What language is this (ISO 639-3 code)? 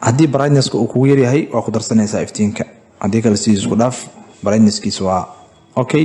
som